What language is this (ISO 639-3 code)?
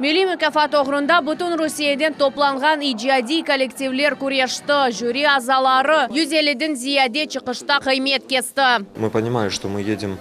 crh